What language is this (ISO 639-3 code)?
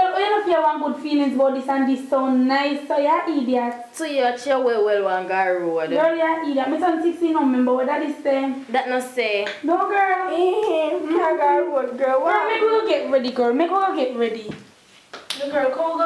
jam